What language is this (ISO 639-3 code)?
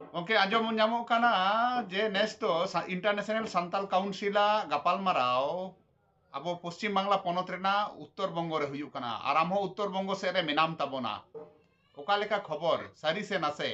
sat